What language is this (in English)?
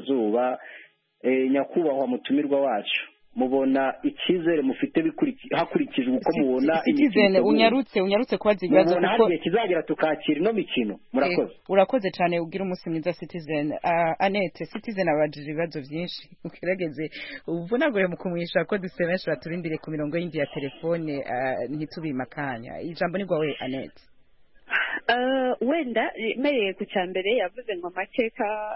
Kinyarwanda